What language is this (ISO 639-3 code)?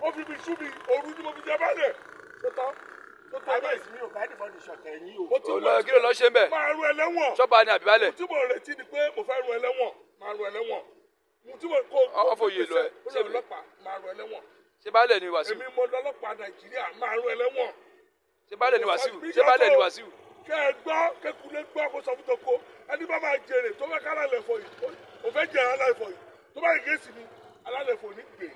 yor